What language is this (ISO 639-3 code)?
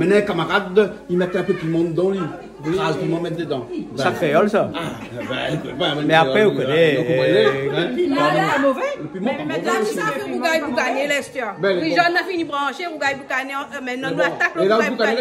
rcf